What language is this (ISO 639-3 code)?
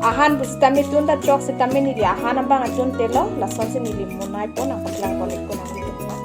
mjw